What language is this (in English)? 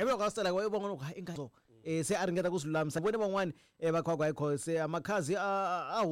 Tsonga